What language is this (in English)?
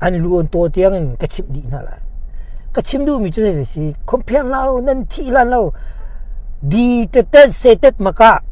Hakha Chin